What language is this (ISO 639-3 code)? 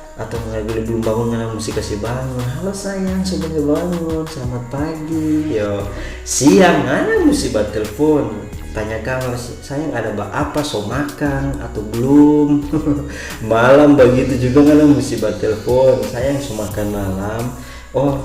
xmm